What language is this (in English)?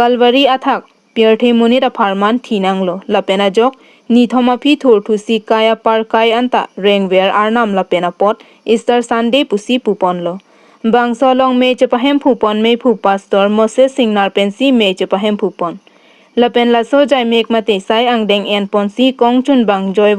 Karbi